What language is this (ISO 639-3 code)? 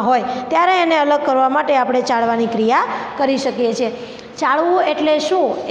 guj